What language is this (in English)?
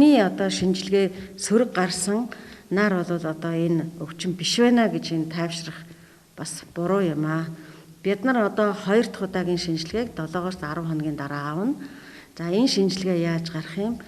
Mongolian